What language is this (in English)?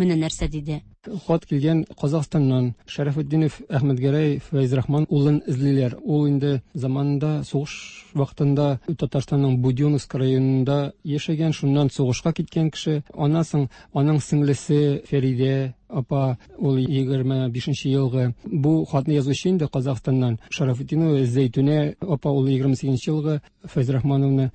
Tatar